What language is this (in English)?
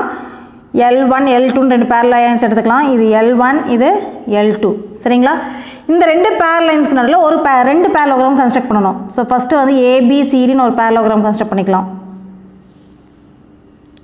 Tamil